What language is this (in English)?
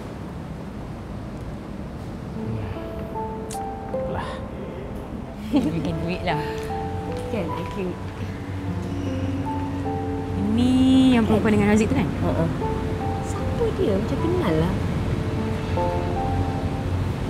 Malay